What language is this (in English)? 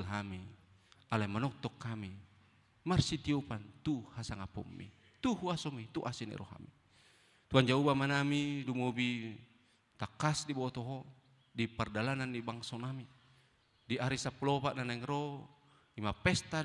Batak Toba